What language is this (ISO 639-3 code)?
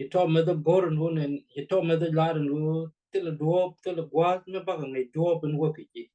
nus